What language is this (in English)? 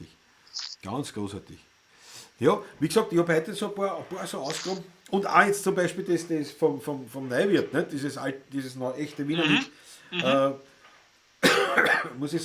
Bavarian